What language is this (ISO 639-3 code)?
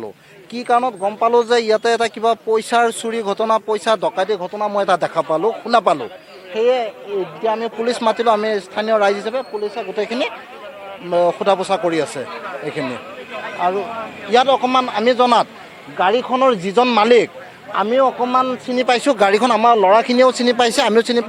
asm